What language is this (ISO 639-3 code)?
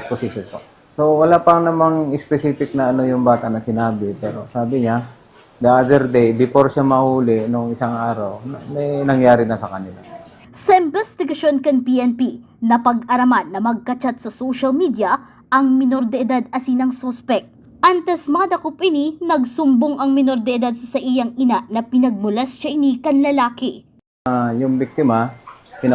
bik